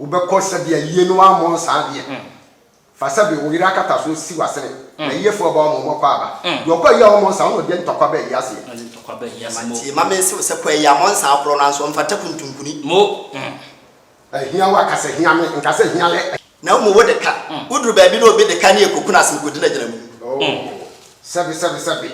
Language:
Akan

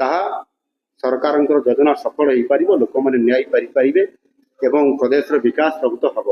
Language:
Odia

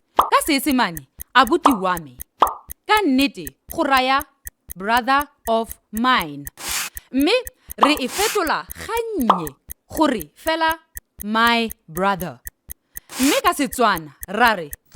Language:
Tswana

